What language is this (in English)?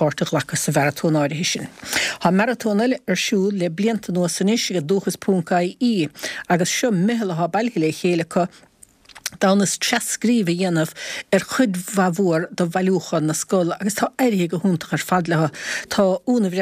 Irish